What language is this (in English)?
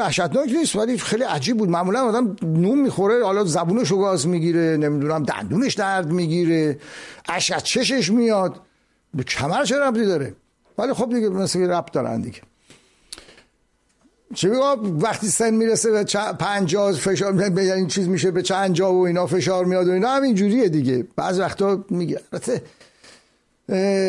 Persian